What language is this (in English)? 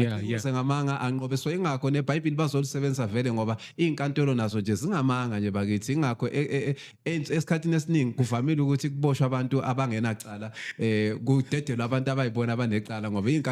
Zulu